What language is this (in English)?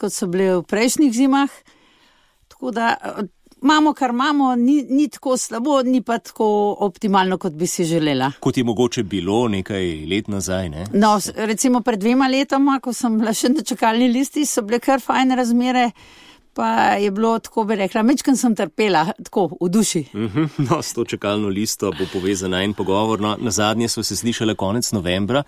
Slovenian